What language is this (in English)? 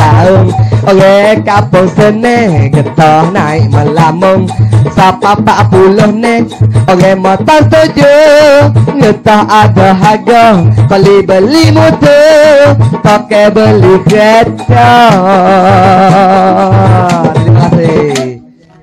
Malay